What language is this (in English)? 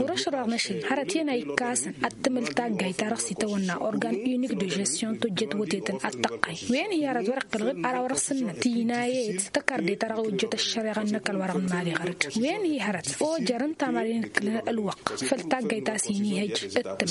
Tamasheq